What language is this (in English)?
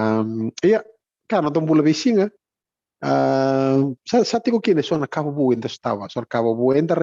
Fijian